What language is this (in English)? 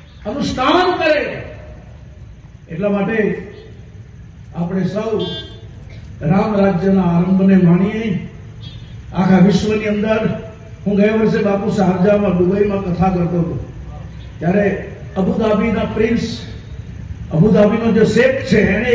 Gujarati